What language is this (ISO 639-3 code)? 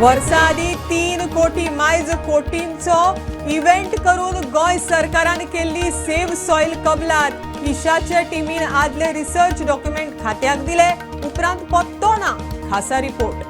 kok